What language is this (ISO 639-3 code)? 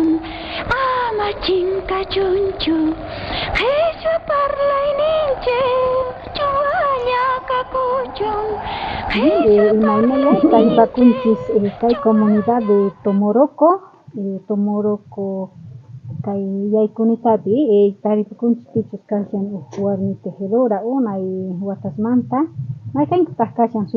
quh